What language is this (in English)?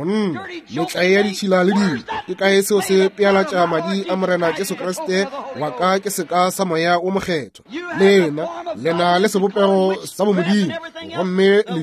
Northern Sotho